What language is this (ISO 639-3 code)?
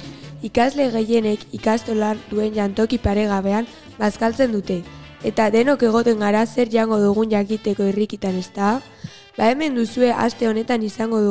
eus